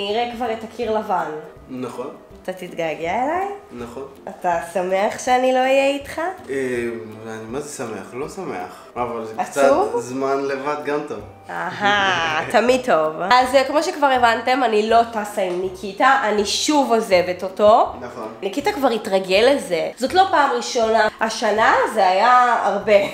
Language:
Hebrew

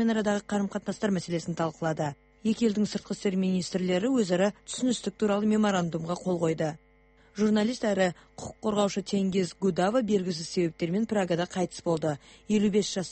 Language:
Kazakh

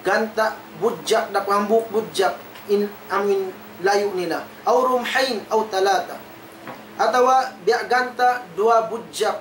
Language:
Tausug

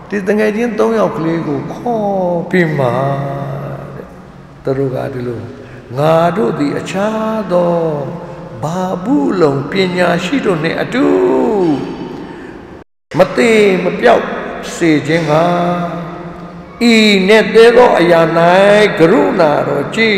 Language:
Burmese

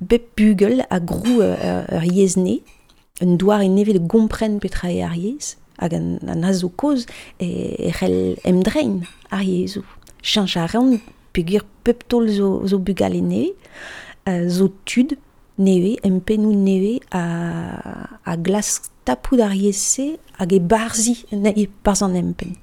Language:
Breton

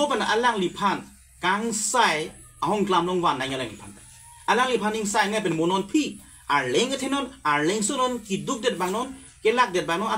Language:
Karbi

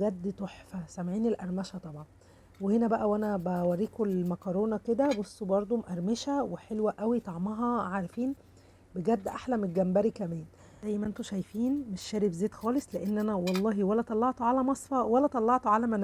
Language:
Egyptian Arabic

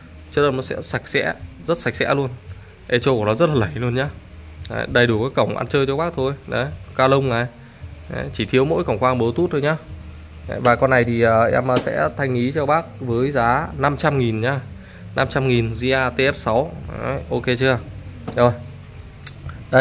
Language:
Vietnamese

